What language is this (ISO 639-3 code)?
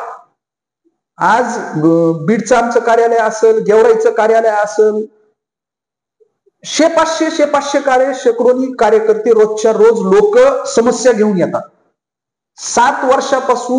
mar